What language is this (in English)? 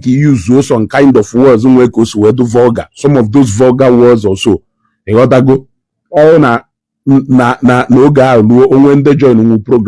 Igbo